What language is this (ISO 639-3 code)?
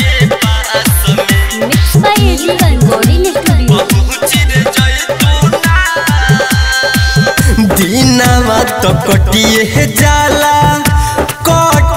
bho